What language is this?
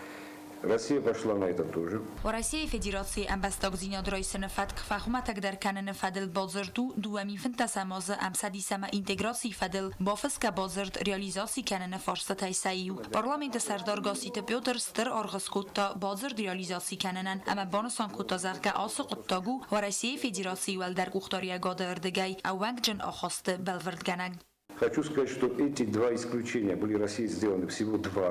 Ossetic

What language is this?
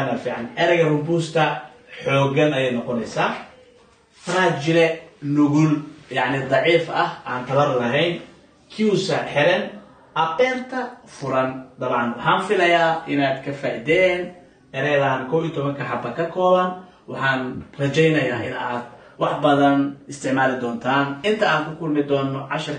Somali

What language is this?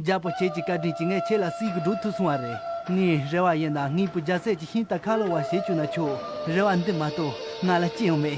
Khams Tibetan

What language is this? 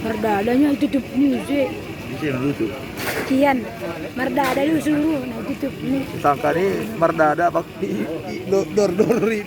Batak Simalungun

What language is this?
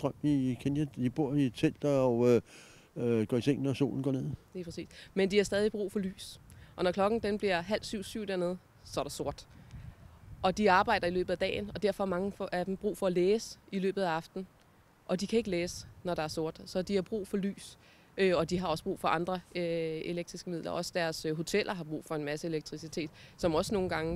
Danish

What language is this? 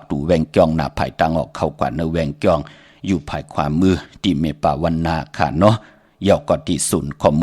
Shan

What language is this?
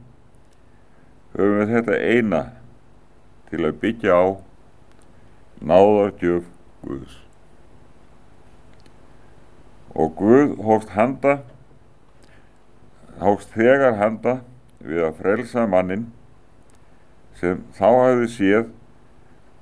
Icelandic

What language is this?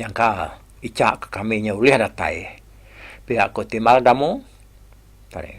Iban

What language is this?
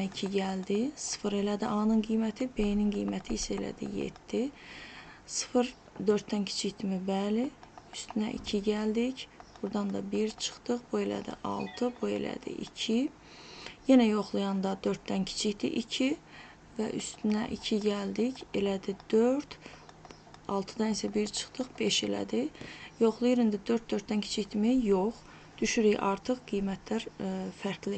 Azerbaijani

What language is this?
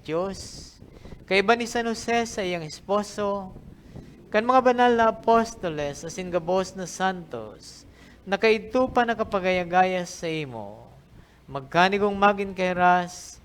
Bikol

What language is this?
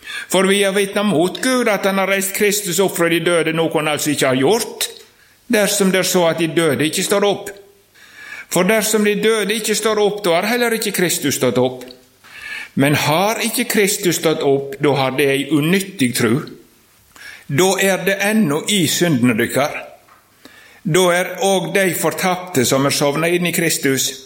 Norwegian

